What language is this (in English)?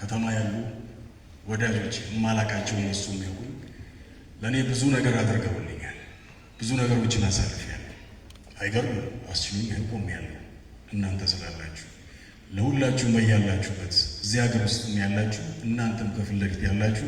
Amharic